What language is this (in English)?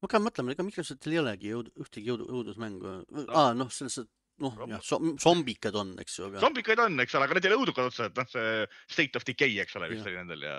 Estonian